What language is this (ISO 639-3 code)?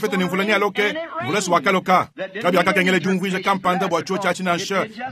lua